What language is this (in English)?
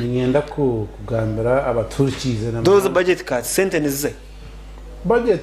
Nyankole